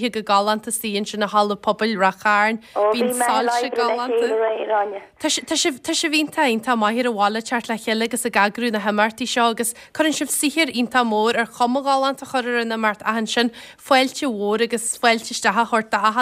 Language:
Irish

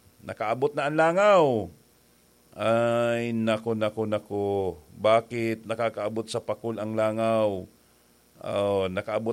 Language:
Bikol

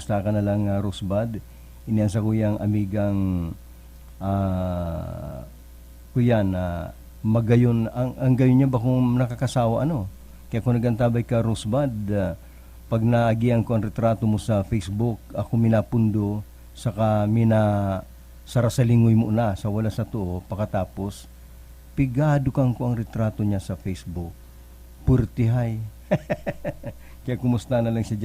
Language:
Bikol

